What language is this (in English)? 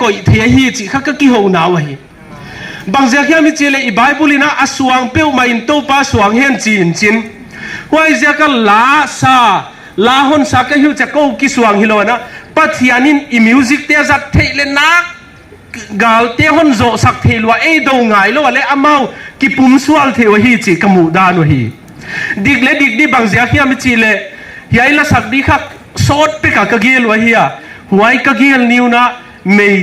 Paite Chin